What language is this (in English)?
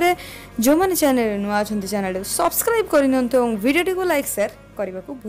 Odia